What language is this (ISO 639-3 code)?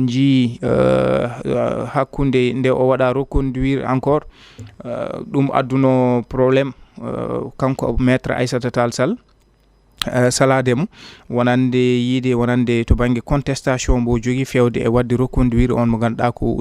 ful